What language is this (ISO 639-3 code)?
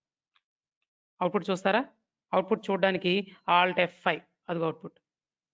tel